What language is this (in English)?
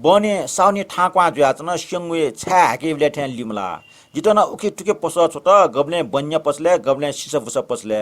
Newari